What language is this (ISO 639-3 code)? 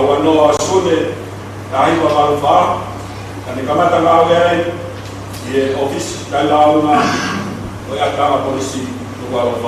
ton